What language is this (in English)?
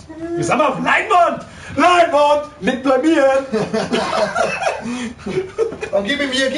Bavarian